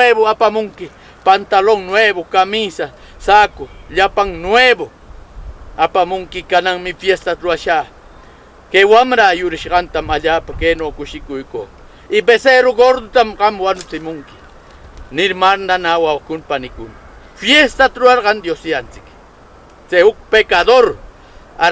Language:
Southern Conchucos Ancash Quechua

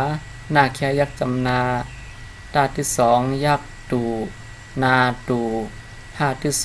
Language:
Shan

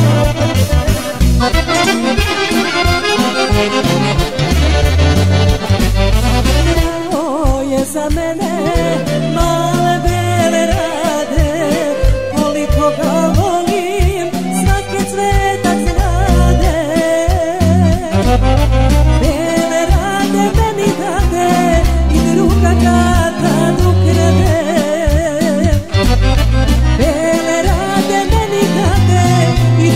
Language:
Serbian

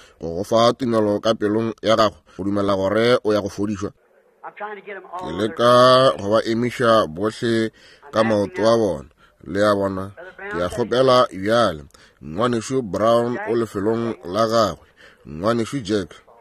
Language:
Northern Sotho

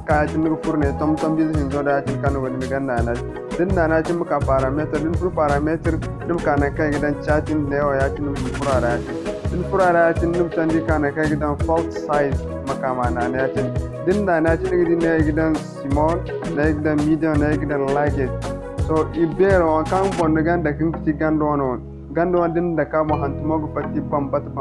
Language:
Zarma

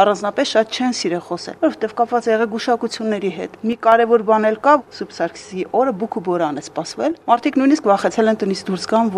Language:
Armenian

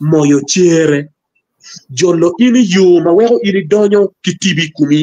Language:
Acoli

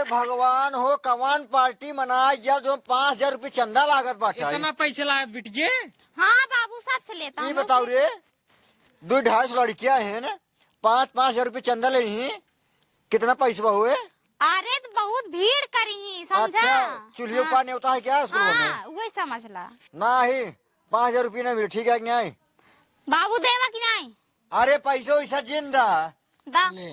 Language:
Awadhi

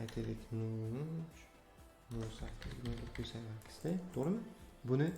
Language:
Uzbek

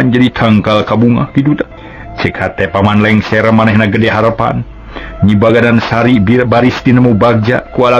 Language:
Sundanese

